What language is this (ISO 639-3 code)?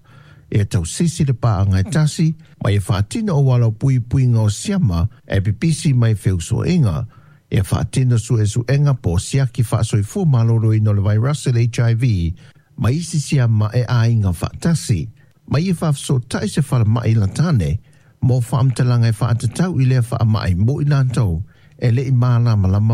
smo